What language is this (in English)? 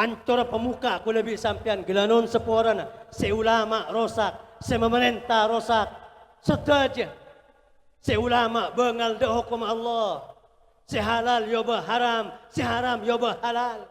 Madurese